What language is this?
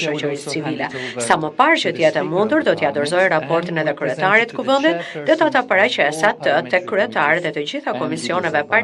Albanian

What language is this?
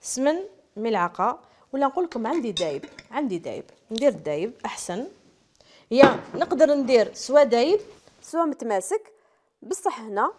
Algerian Arabic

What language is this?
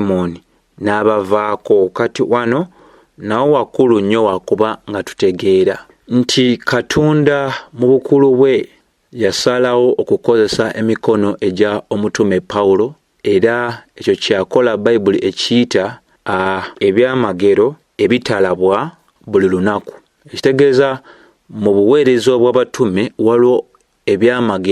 Ganda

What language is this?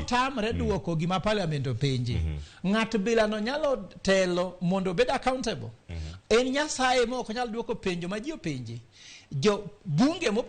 Luo (Kenya and Tanzania)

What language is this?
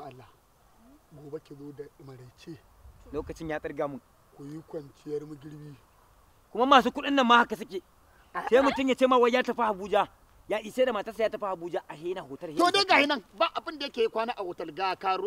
Hausa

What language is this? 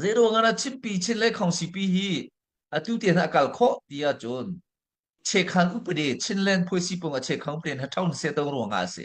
Hakha Chin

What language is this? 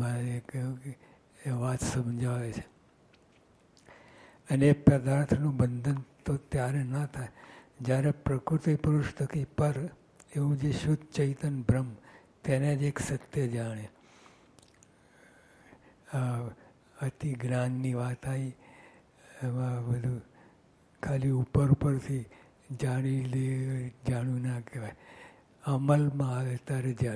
Gujarati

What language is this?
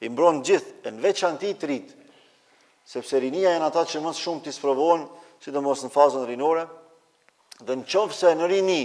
Albanian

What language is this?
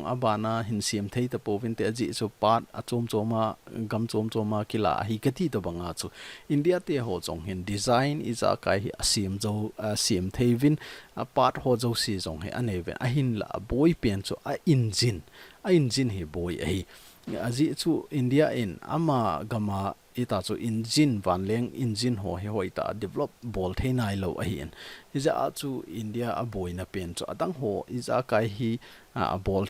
Thado Chin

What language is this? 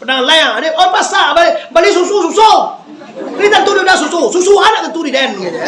Minangkabau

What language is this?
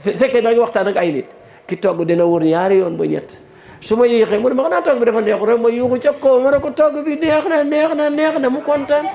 Wolof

